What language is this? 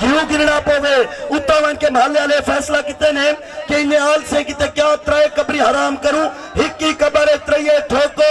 Saraiki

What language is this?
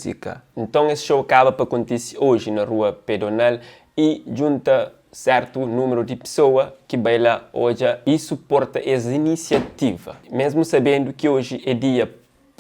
Kabuverdianu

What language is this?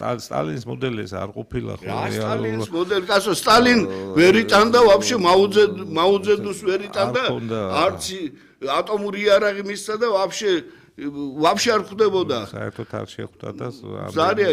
Georgian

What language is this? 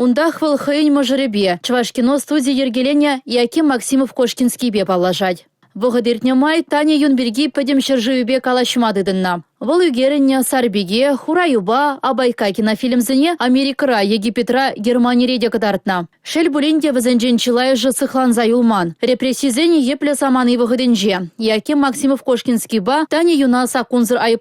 Chuvash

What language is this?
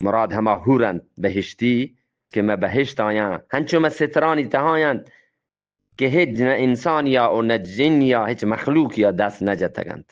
Eastern Balochi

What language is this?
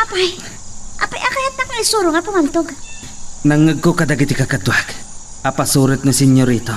Iloko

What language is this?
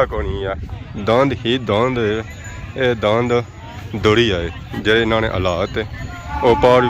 Pahari-Potwari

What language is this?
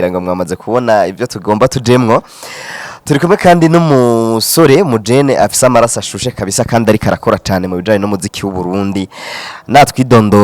Rundi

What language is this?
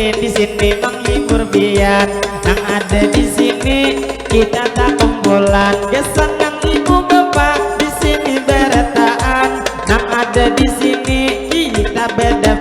Banjar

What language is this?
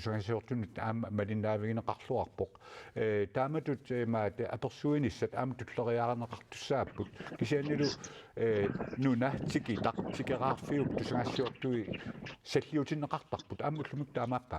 Kalaallisut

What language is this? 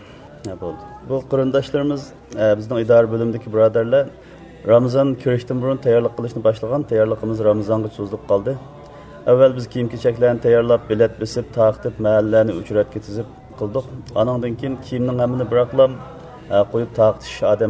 Uyghur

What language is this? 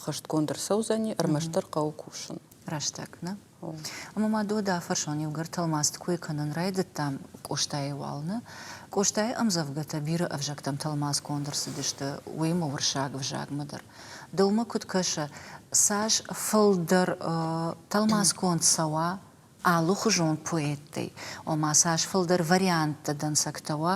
Ossetic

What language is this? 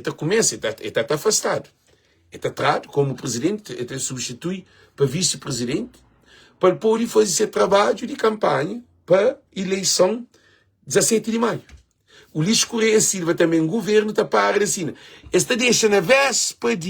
Kabuverdianu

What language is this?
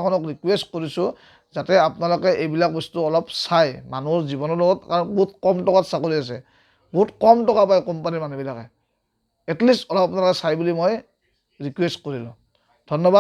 Assamese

